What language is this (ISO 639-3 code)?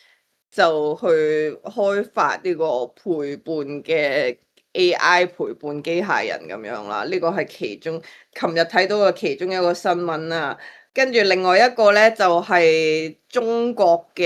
yue